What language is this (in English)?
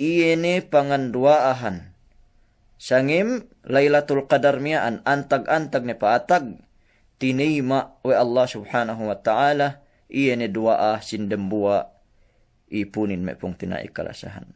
Yakan